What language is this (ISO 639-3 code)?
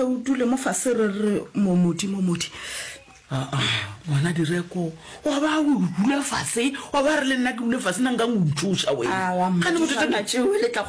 nso